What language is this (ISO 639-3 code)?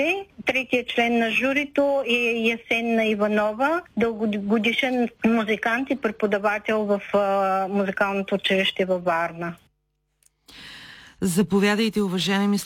bul